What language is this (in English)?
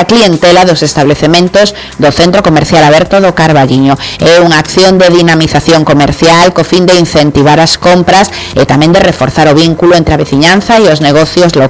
Galician